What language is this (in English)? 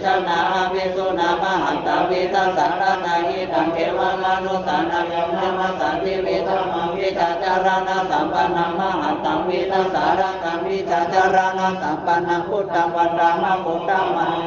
Pali